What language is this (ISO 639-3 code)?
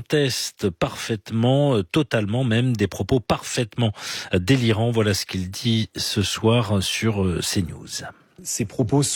fra